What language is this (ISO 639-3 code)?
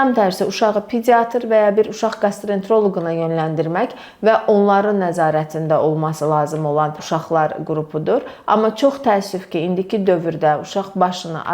aze